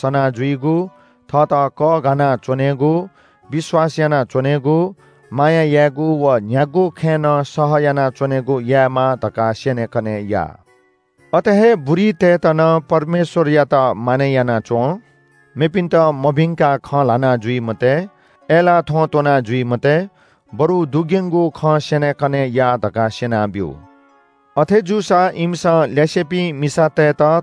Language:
Newari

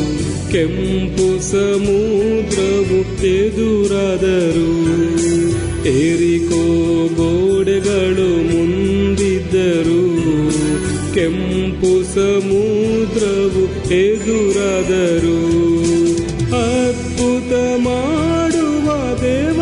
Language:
Kannada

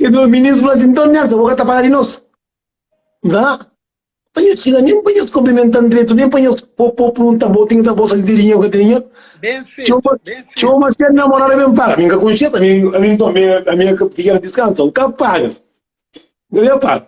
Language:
Kabuverdianu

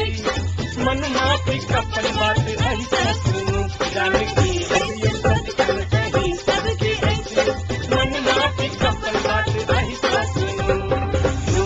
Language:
Maithili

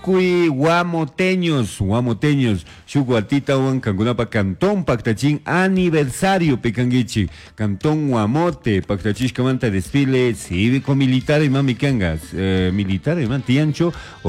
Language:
Chimborazo Highland Quichua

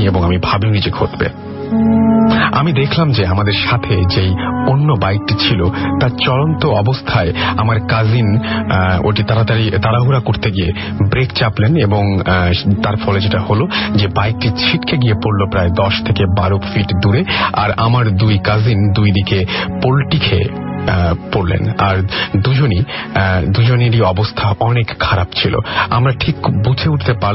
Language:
Bangla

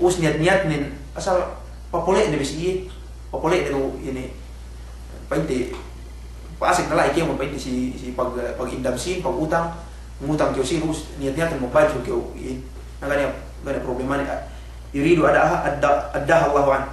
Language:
Yakan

